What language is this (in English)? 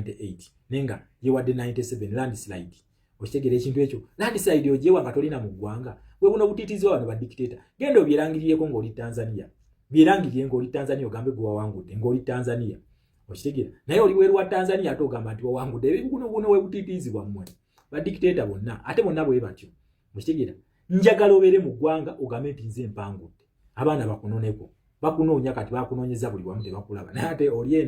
Ganda